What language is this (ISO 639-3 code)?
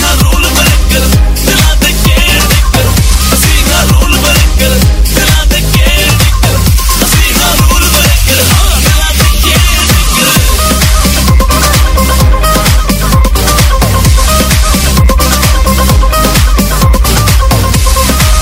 pan